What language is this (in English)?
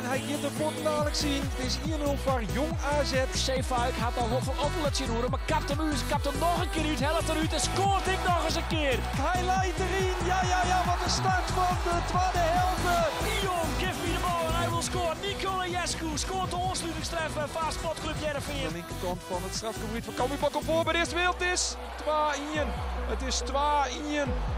Western Frisian